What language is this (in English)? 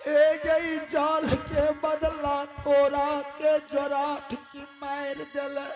Angika